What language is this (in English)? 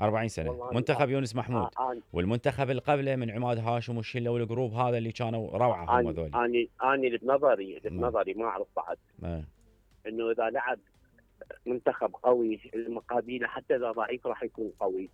Mesopotamian Arabic